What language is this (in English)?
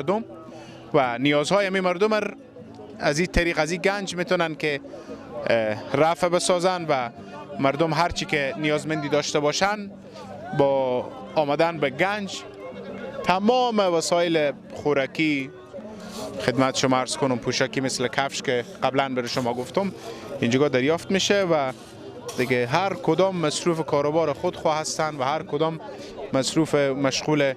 Persian